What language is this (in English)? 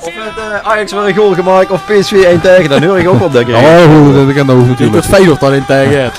Limburgish